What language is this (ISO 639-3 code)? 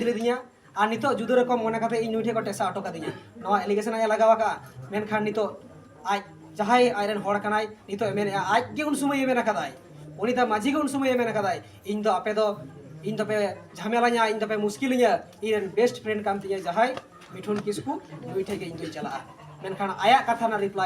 sat